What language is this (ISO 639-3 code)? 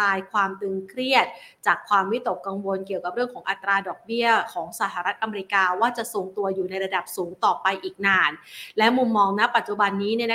tha